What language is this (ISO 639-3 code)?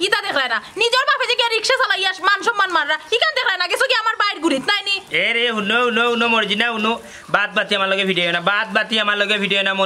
syl